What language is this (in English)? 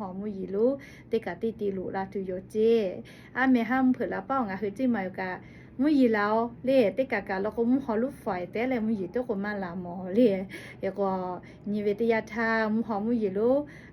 Lahu